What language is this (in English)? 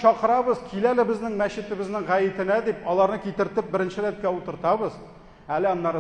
Tatar